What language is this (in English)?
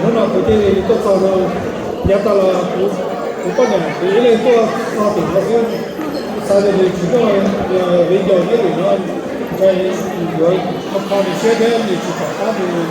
Hmong